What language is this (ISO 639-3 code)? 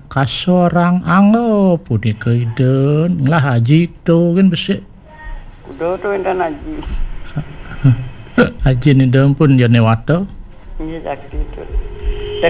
ban